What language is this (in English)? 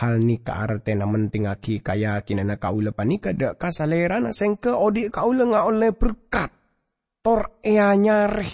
Madurese